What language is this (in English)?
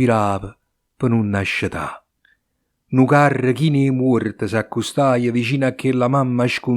Neapolitan